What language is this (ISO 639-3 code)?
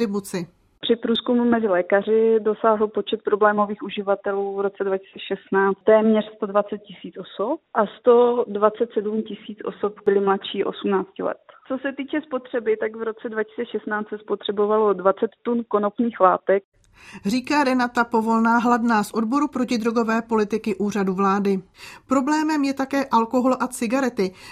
ces